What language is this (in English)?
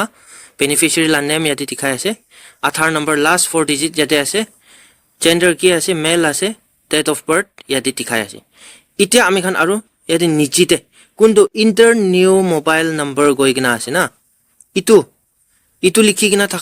Naga Pidgin